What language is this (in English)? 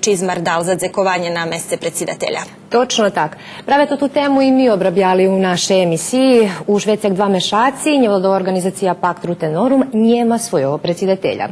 Rusyn